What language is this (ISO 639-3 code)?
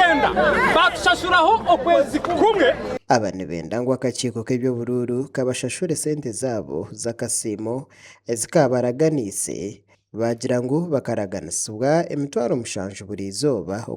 nyn